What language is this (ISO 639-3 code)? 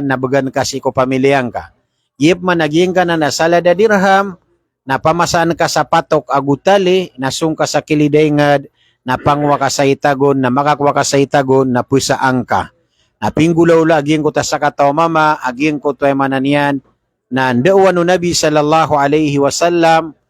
mrw